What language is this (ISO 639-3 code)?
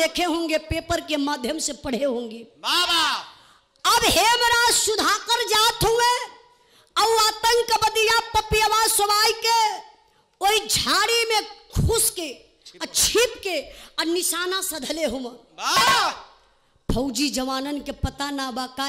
bho